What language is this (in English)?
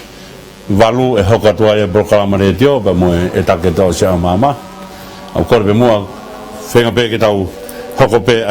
Tongan